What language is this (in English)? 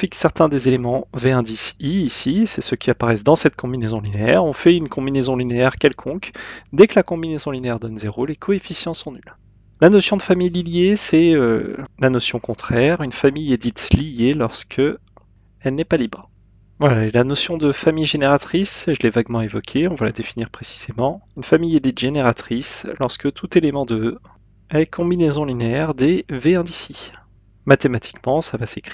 French